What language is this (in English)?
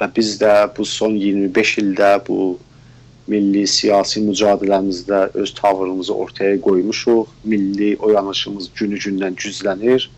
South Azerbaijani